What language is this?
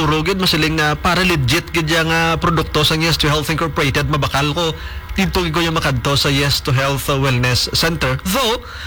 Hiligaynon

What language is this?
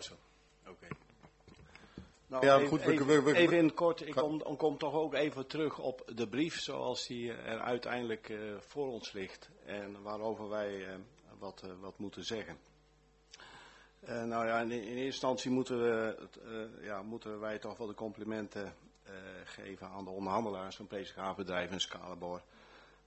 Dutch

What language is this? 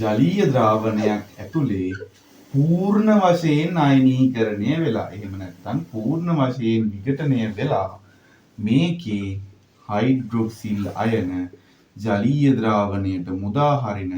Sinhala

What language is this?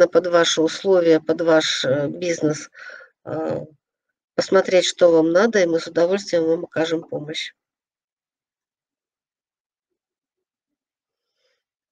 Russian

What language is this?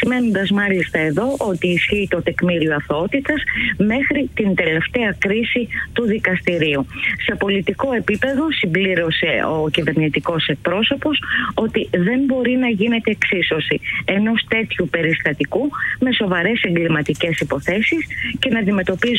Greek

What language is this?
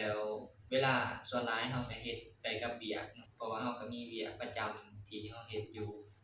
Lao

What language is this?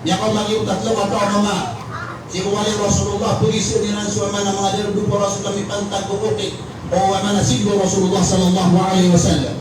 Maranao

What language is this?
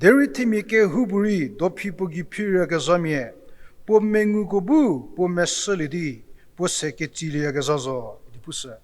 Angami Naga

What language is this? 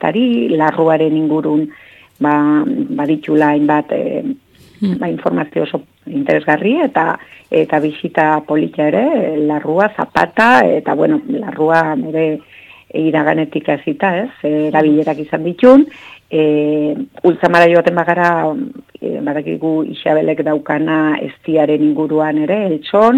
Basque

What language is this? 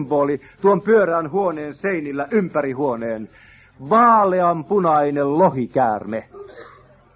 Finnish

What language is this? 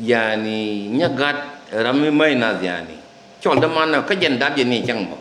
Nuer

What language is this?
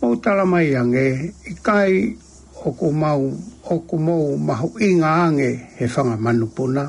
Tongan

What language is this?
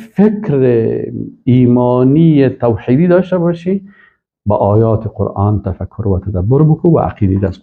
Persian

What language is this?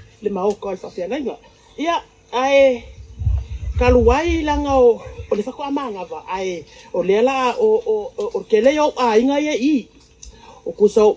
Samoan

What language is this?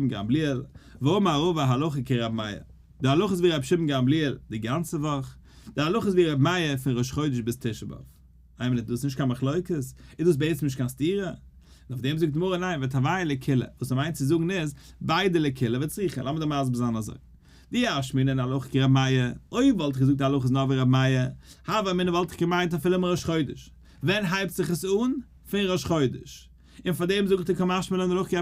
Yiddish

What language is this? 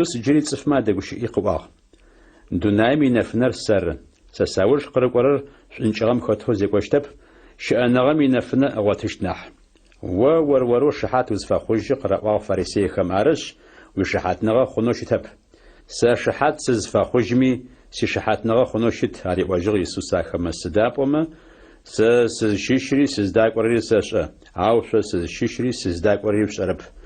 Adyghe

